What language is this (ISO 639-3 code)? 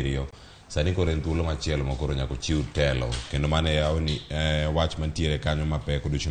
luo